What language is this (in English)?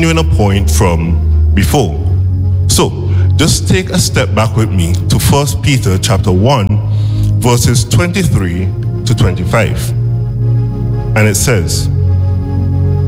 English